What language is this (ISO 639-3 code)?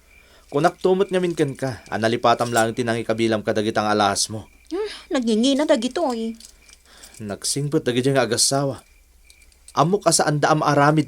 ilo